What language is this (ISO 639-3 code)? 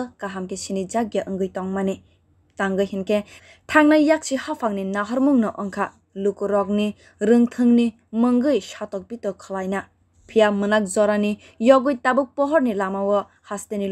trp